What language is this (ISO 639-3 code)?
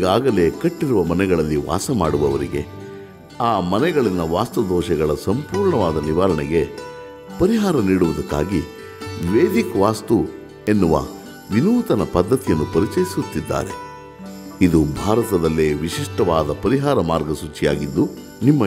kan